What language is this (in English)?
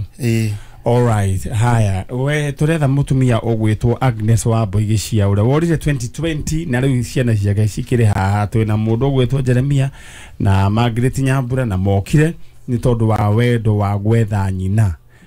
Kikuyu